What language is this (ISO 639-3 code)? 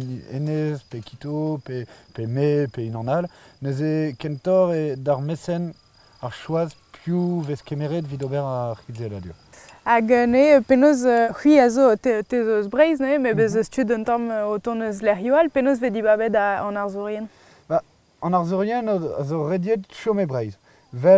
bre